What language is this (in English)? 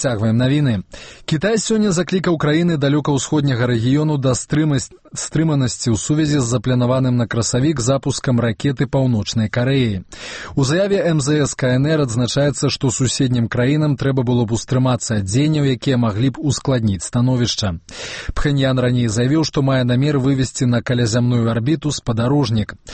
Belarusian